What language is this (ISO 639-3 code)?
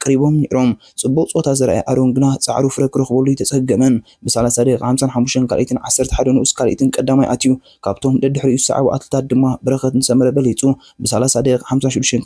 tir